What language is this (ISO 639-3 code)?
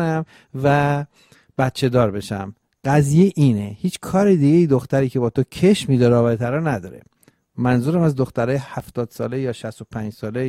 fas